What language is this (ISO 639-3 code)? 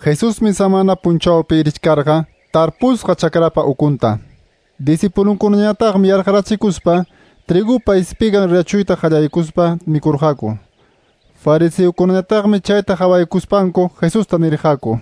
que